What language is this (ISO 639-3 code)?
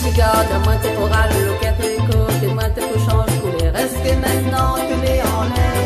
rcf